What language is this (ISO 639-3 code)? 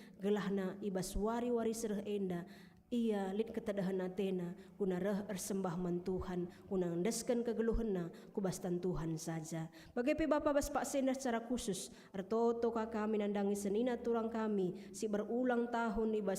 btx